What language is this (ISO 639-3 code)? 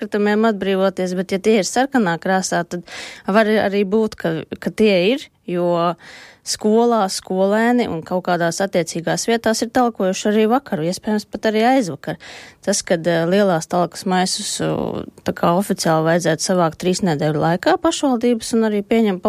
lav